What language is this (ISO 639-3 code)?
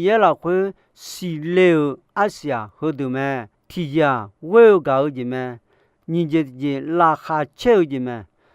ahk